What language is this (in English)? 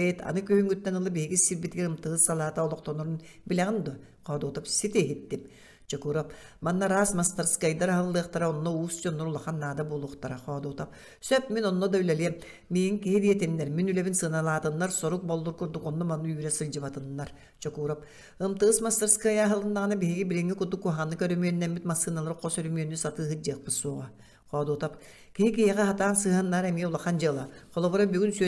Yakut